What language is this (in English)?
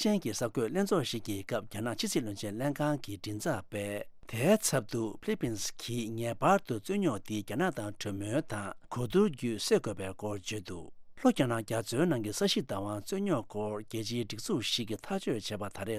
Tibetan